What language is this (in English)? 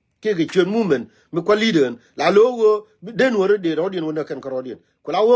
Nuer